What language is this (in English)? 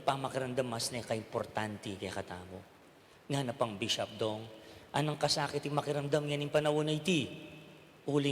Pampanga